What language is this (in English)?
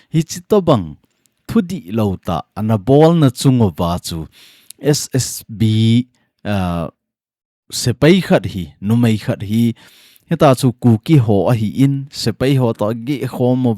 Thado Chin